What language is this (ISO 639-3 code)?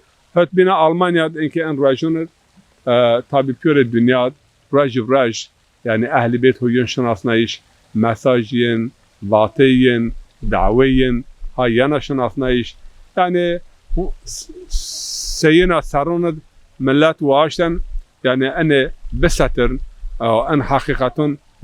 zza